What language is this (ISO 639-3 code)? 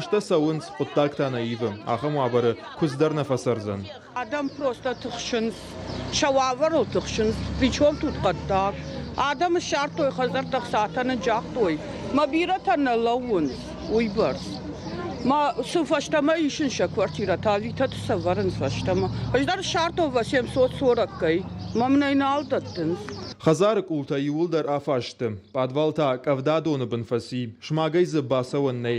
oss